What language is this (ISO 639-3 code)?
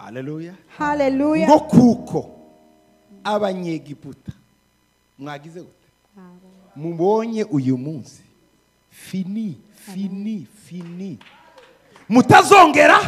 kin